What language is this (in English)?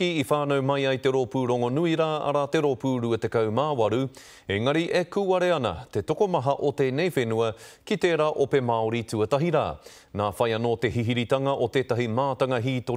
Māori